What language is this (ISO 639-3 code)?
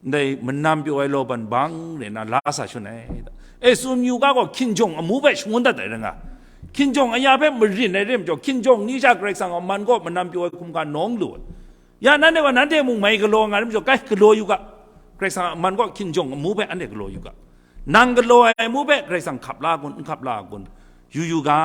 kac